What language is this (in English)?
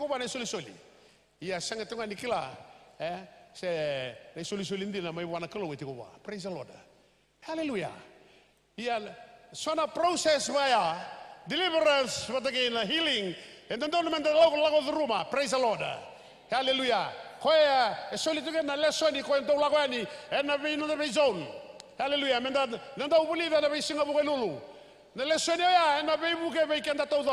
Fijian